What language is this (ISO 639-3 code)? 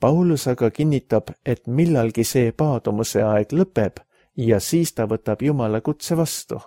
est